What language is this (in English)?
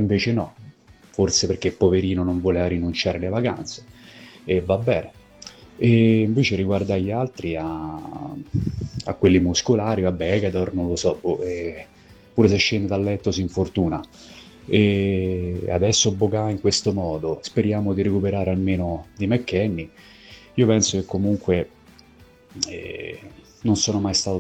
Italian